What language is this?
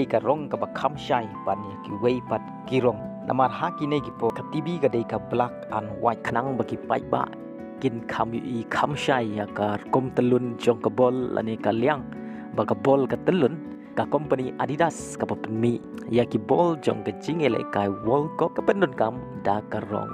Khasi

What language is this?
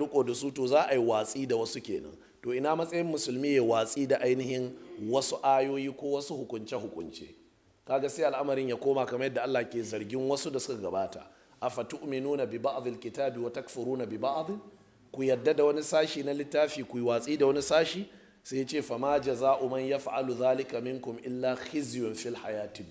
Hausa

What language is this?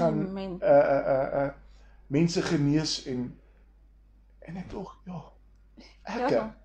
Afrikaans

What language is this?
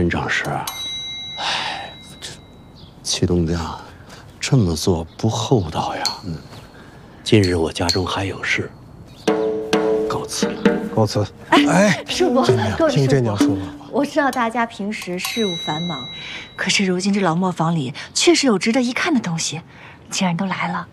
Chinese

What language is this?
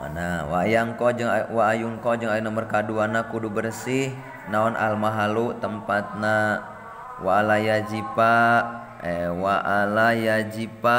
Sundanese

